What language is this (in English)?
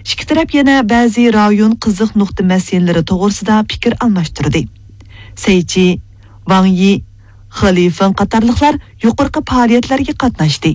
Uyghur